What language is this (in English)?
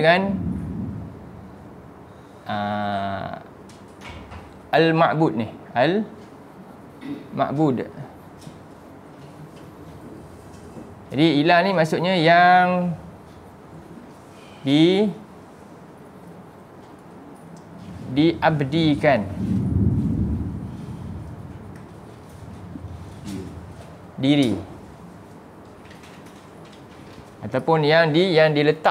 Malay